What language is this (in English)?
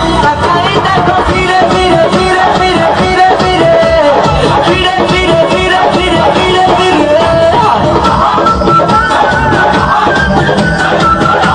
Bangla